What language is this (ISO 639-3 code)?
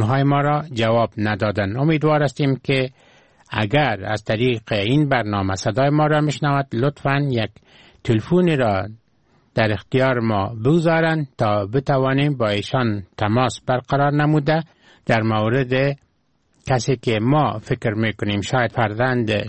fas